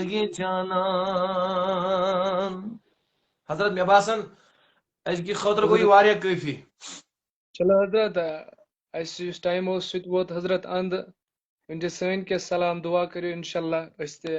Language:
Kashmiri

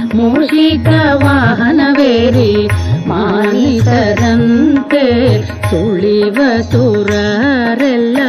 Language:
Kannada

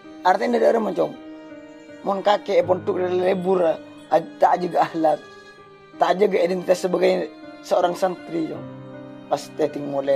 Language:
Madurese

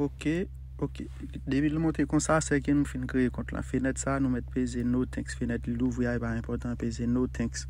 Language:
Haitian Creole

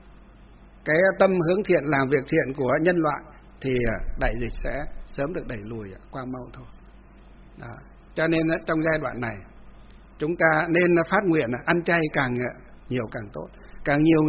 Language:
Vietnamese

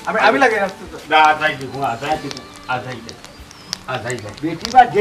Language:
Sylheti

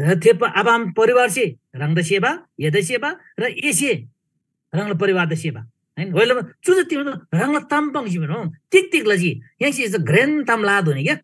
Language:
Eastern Tamang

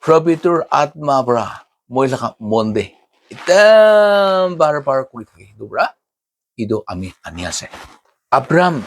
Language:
Naga Pidgin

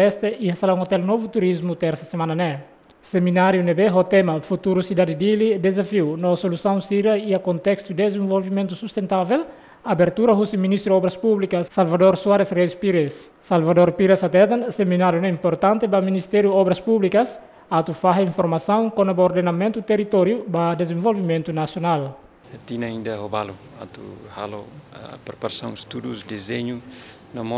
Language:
Tetum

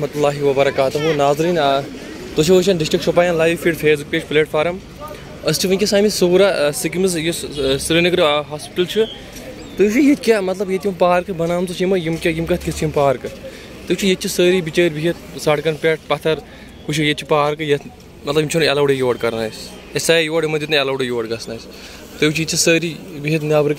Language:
Kashmiri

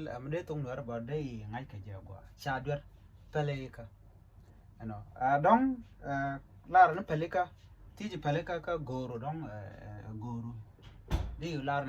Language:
Nuer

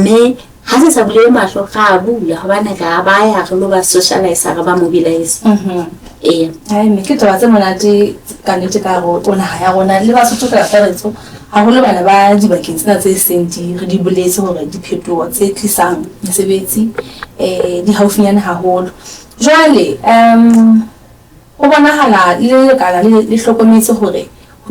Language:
Southern Sotho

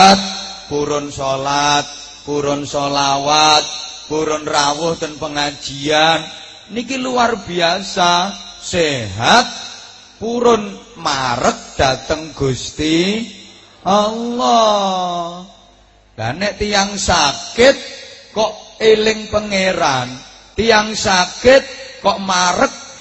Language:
Javanese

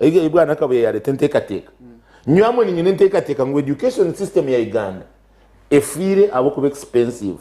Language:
Nyankole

